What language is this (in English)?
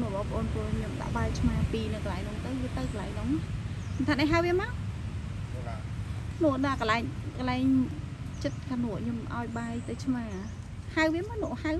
Khmer